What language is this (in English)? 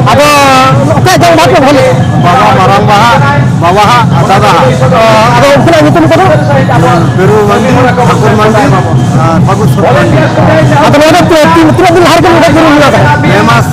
Santali